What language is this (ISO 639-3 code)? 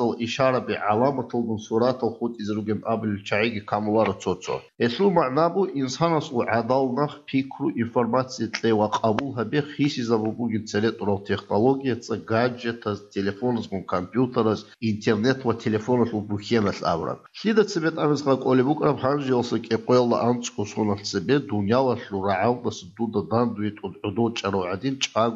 ava